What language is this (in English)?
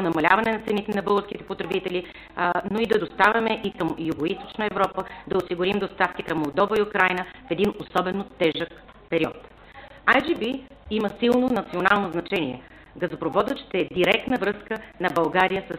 Bulgarian